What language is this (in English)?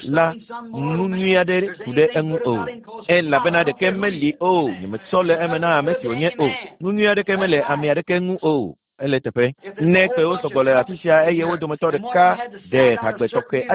Ewe